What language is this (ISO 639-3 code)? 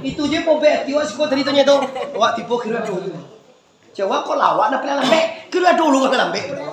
min